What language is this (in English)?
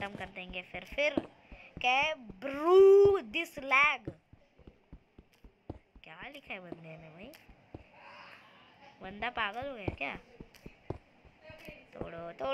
Hindi